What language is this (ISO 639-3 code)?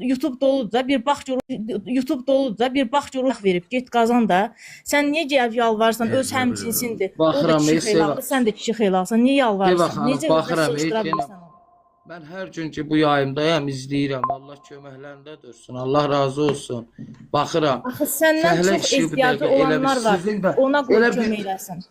aze